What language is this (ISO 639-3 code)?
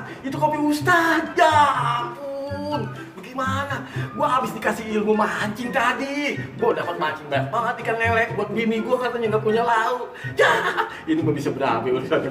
bew